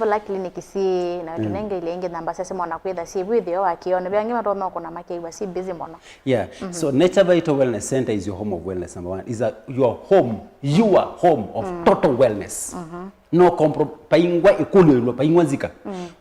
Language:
Kamba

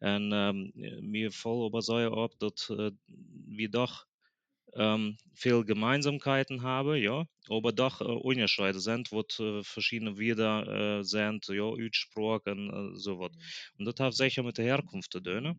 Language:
Plautdietsch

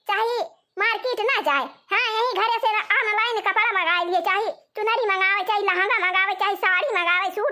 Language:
Awadhi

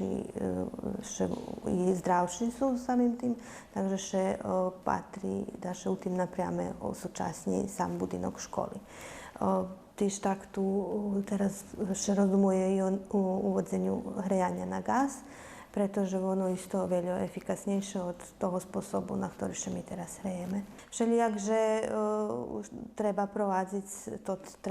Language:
Rusyn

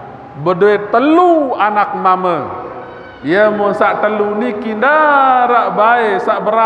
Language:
Sasak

